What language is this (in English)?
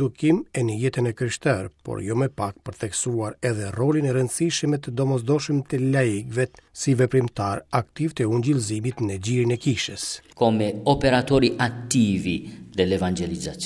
Albanian